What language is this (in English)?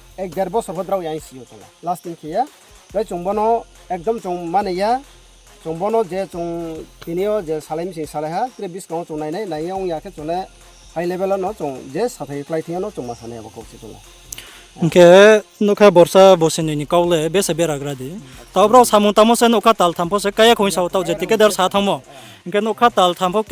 Riang (India)